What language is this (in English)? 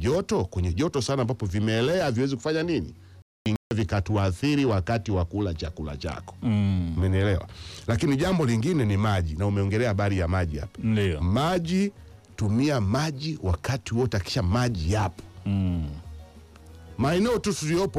Swahili